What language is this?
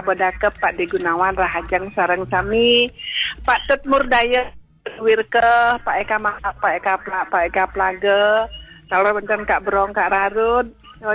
Balinese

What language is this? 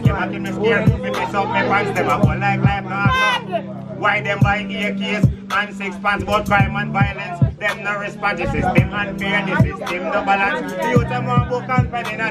Jamaican Creole English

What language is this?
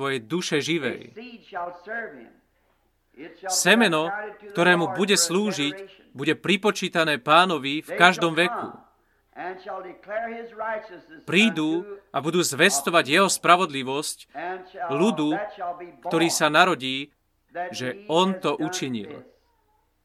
Slovak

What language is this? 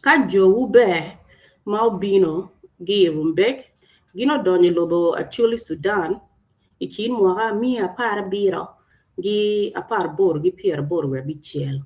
Acoli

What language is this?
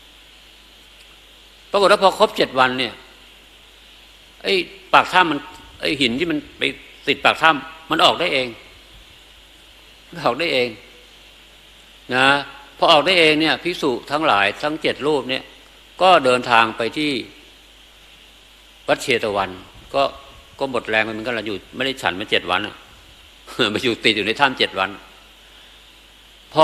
Thai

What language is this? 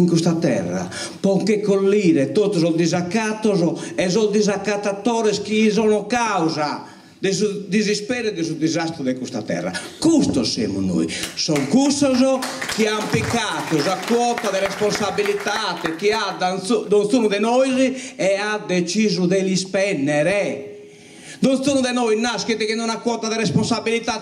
Sardinian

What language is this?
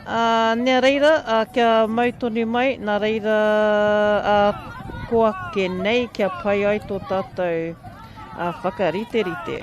Māori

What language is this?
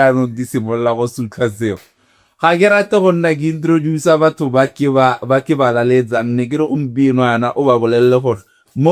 Tswana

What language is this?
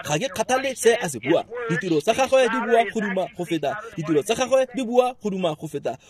Tswana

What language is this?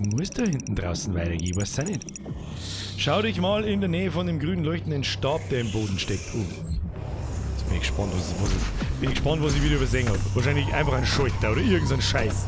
Bavarian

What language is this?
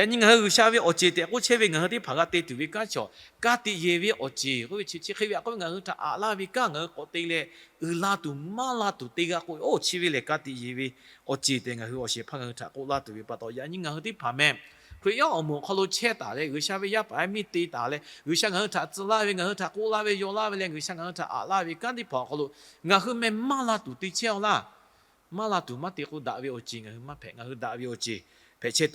Lahu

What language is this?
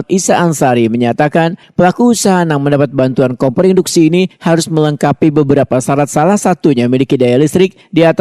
Banjar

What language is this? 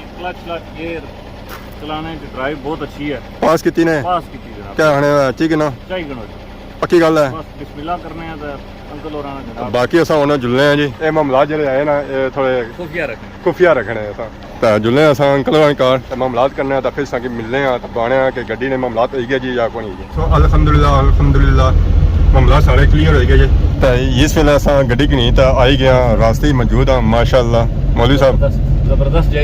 Pahari-Potwari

